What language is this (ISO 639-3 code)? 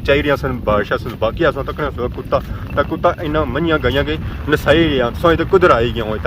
phr